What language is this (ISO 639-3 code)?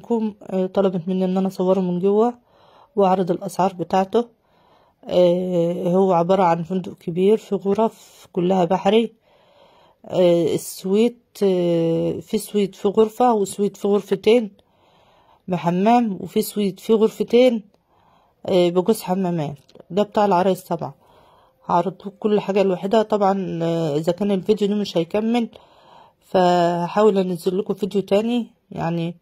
arz